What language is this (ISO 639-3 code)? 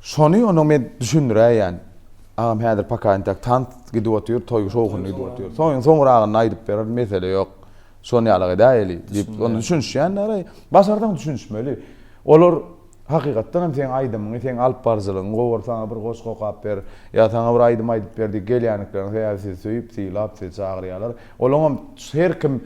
tuk